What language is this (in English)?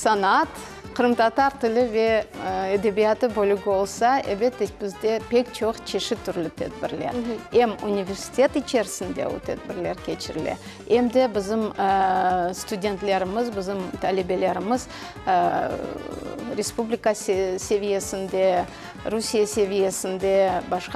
Crimean Tatar